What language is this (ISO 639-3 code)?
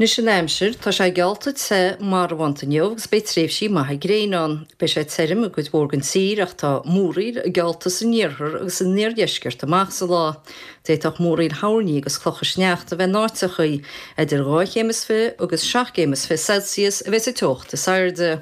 gle